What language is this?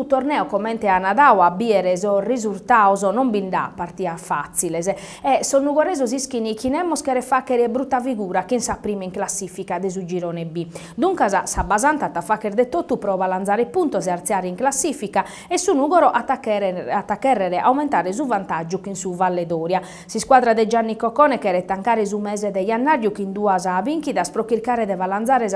Sardinian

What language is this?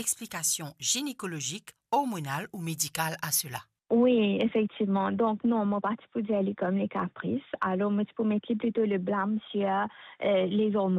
Morisyen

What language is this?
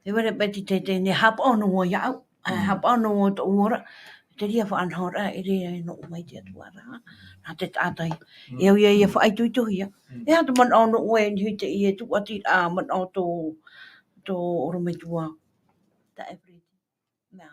Tahitian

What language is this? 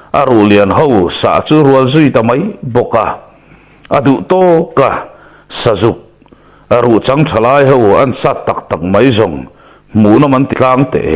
Mizo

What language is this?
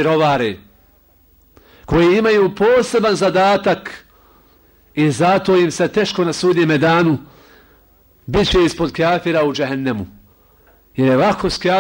Bosnian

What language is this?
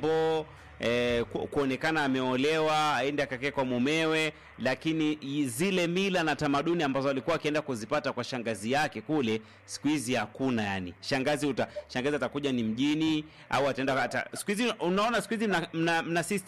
Swahili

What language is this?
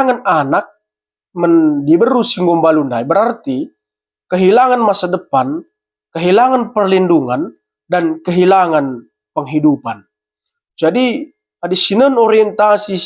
Batak Karo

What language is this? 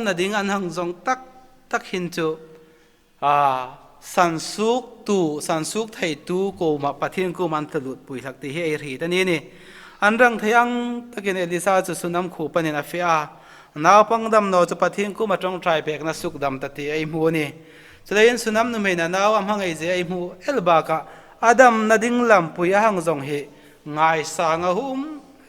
Hmar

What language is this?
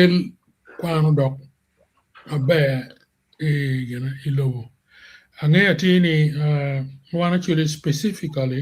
Acoli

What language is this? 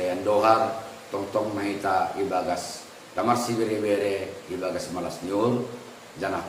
Batak Simalungun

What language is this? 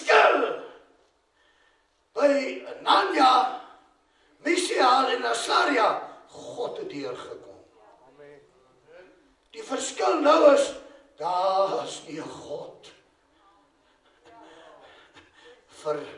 Afrikaans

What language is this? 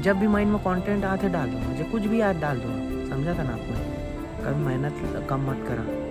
Chhattisgarhi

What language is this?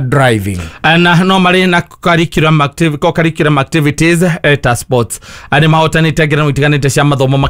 Kikuyu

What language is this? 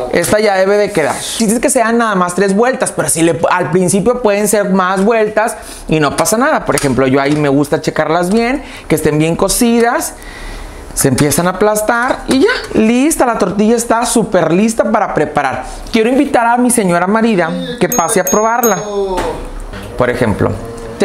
Spanish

